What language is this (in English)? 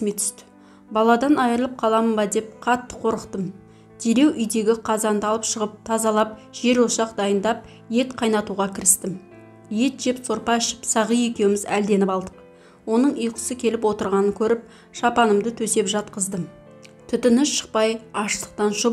Kazakh